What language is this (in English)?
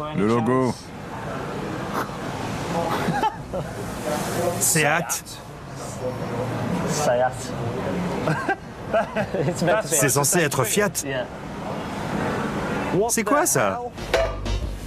French